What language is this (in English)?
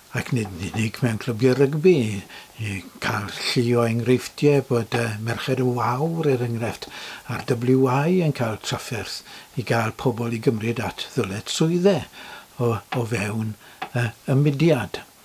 Welsh